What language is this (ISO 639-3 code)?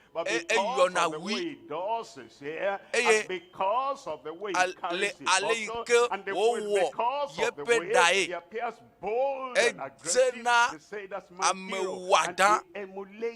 ewe